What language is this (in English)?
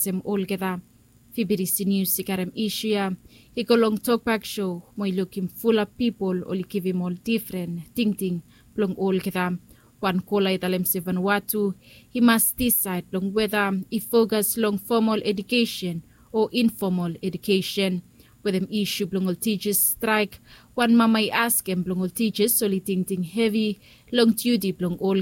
Bislama